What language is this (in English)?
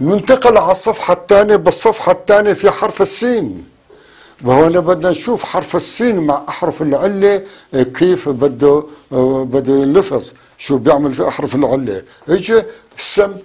North Levantine Arabic